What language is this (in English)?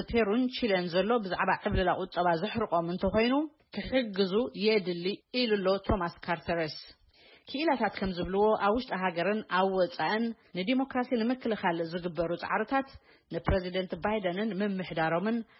Tigrinya